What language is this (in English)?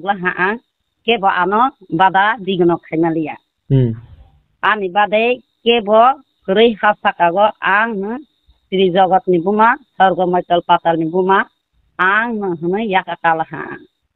Kok Borok